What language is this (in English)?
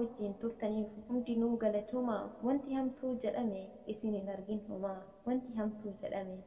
Oromo